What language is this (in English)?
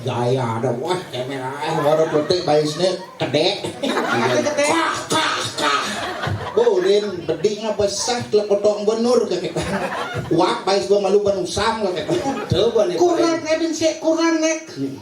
Balinese